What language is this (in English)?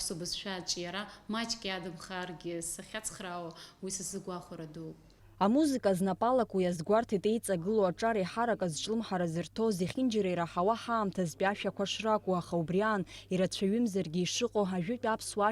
Abkhazian